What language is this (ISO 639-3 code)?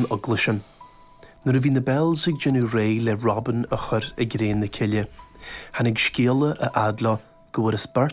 gle